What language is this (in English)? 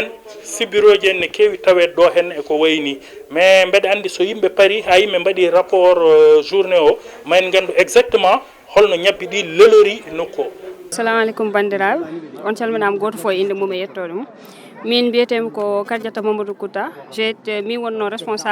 Fula